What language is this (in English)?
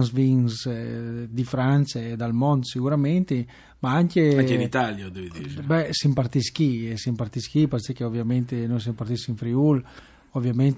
Friulian